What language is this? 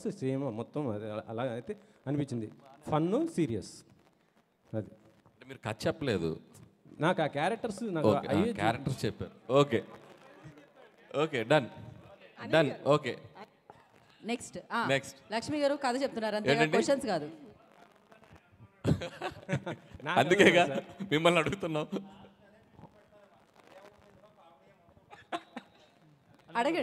Telugu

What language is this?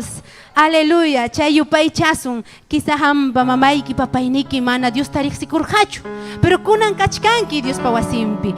Ayacucho Quechua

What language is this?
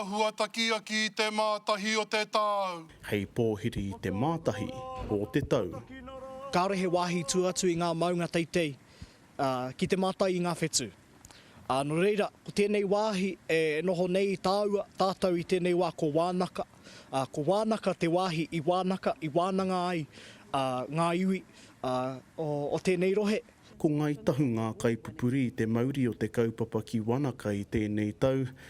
Māori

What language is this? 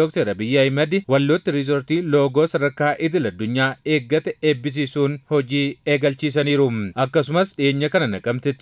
Oromo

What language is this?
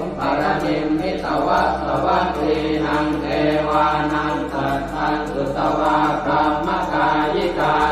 Pali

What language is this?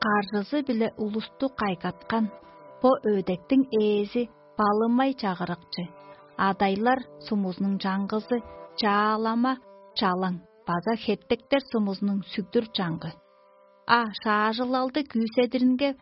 Tuvinian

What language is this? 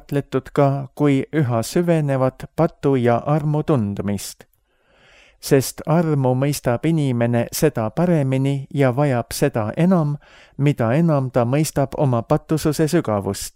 Estonian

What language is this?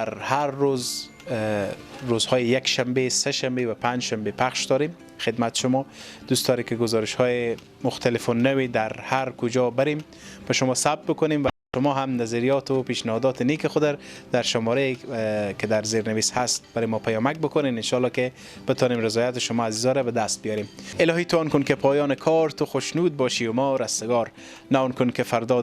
Persian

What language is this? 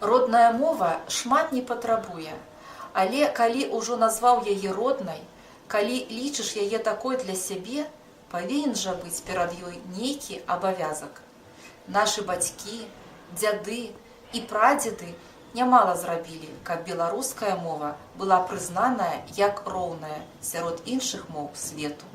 Belarusian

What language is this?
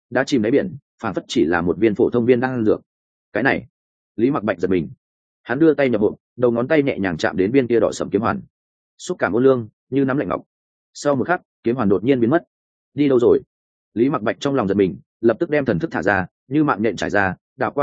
Vietnamese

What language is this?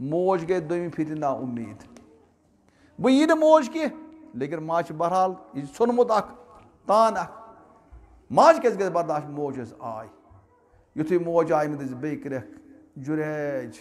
Kashmiri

